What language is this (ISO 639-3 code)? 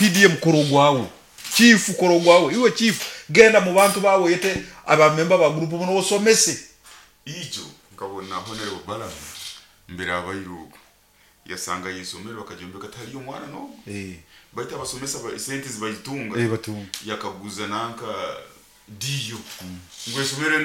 nyo